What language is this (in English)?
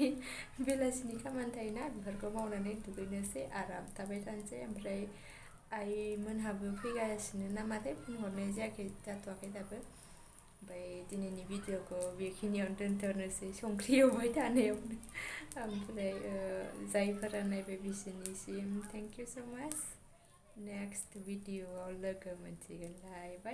Bodo